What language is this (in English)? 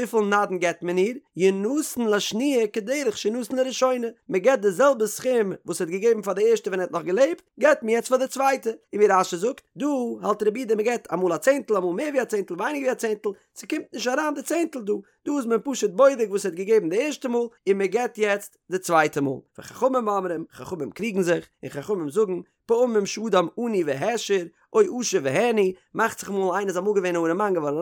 Yiddish